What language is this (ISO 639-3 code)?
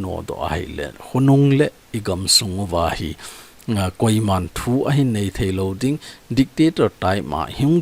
tcz